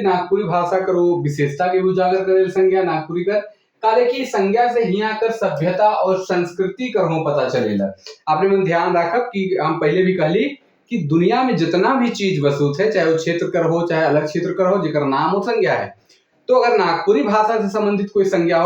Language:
Sadri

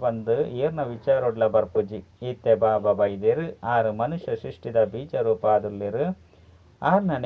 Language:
Tulu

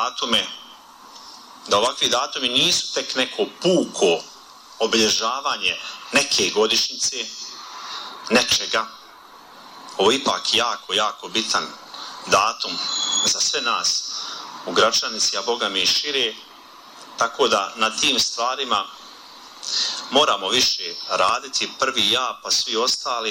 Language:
Bosnian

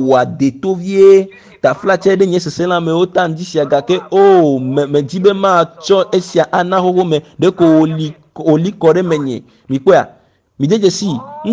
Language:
Ewe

